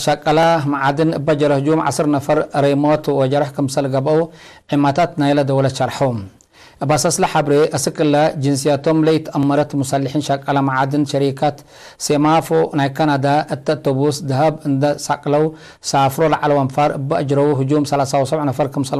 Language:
Tigre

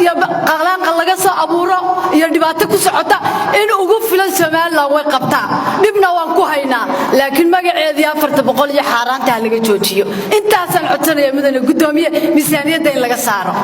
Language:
Somali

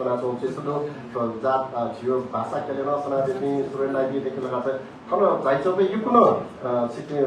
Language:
Newari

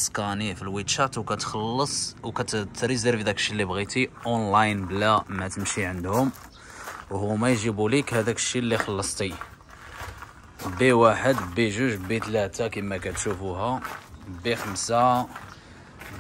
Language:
Moroccan Arabic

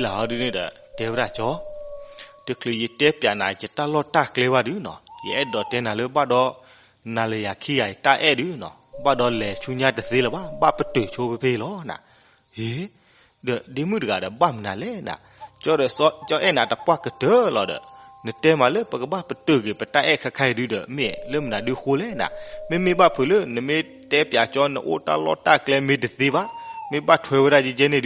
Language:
S'gaw Karen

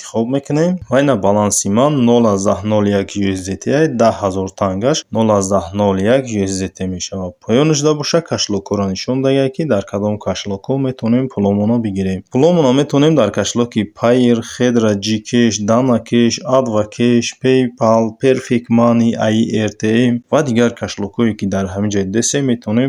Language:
Tajik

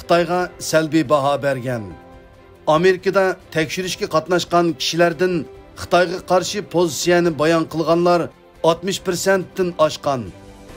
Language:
Uyghur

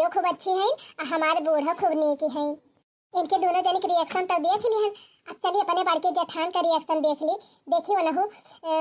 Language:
Awadhi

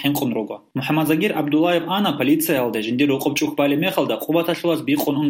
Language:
Avaric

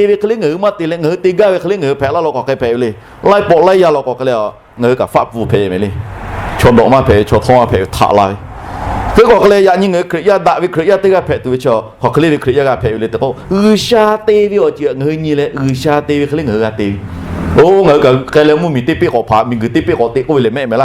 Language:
Lahu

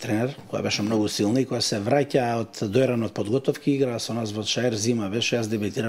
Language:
Macedonian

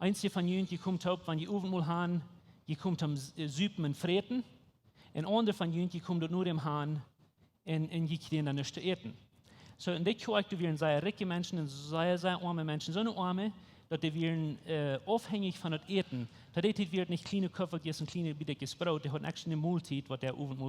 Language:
Plautdietsch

